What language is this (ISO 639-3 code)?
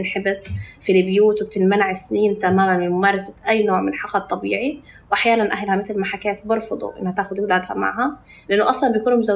apc